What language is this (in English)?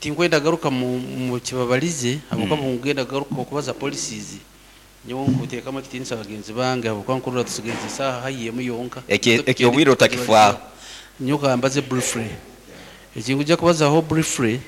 Nyankole